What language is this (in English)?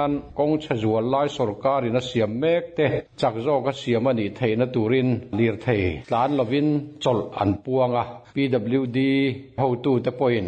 Mizo